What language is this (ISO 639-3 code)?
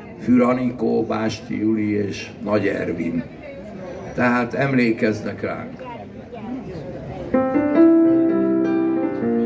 hun